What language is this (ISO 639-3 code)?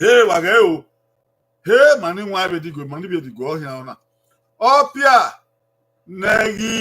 bin